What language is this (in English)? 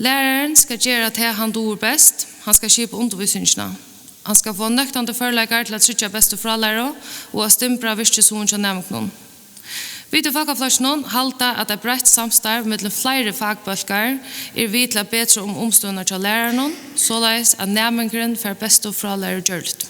Faroese